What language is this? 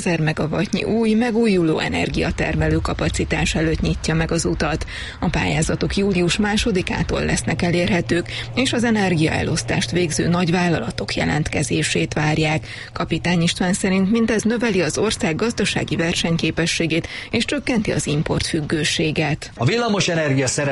Hungarian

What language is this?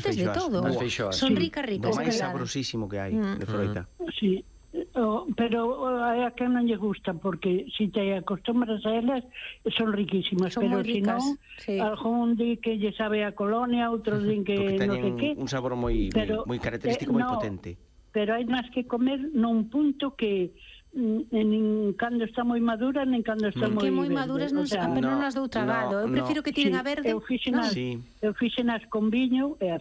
Galician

